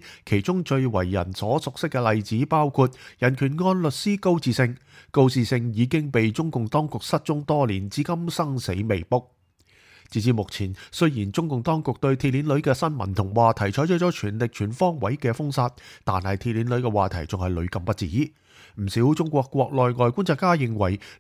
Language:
Cantonese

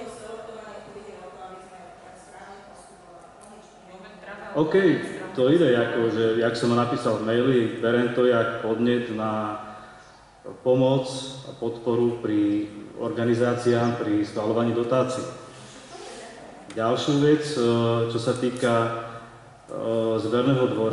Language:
Slovak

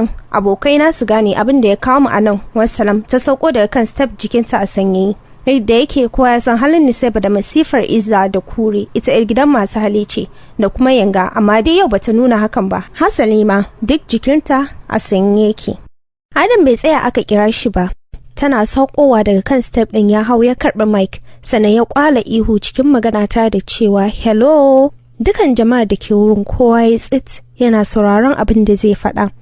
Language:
Hausa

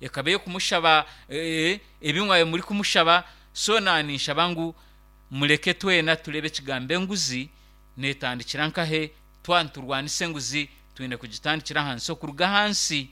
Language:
Nyankole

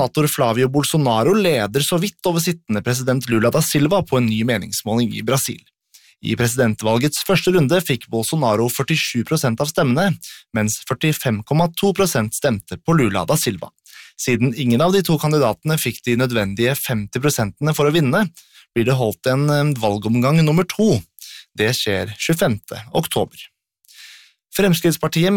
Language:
Norwegian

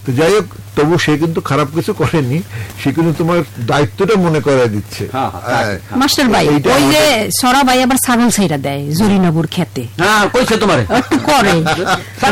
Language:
Bangla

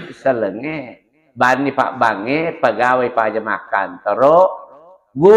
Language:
Buginese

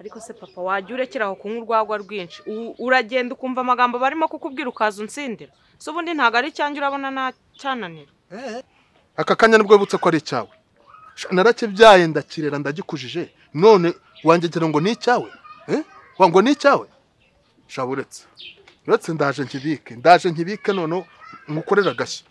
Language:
Kinyarwanda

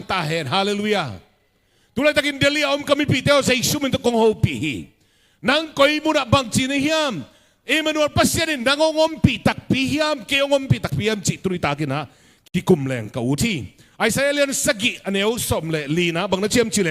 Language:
Tedim Chin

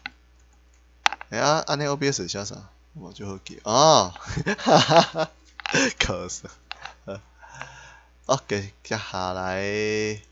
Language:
Min Nan Chinese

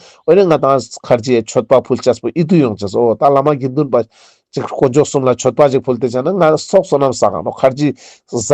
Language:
Ladakhi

